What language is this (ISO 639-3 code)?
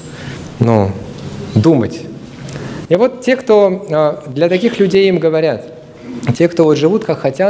rus